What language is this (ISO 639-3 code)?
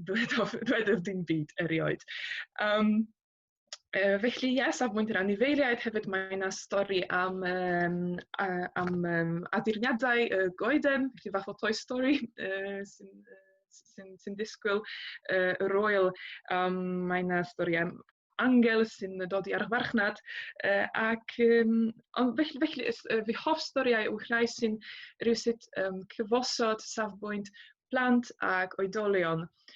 cym